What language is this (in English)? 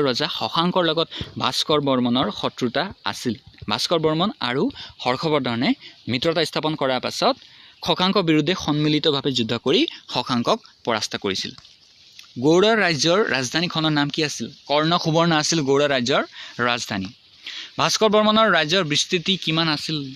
Assamese